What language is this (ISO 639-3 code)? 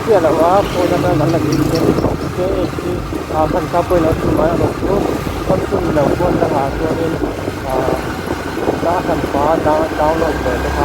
lus